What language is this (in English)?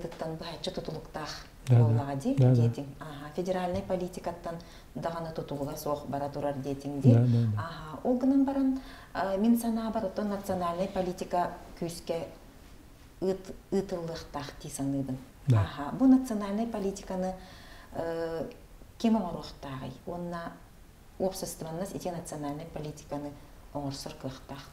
Yakut